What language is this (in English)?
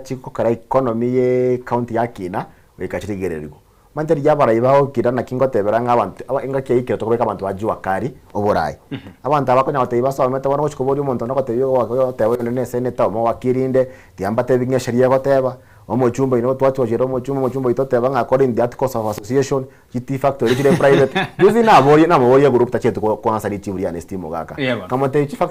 Gusii